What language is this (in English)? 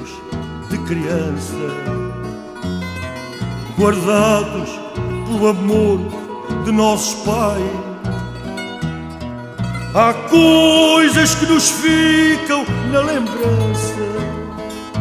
Portuguese